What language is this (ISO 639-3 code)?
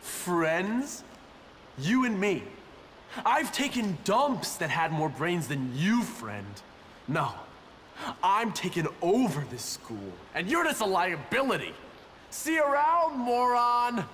gsw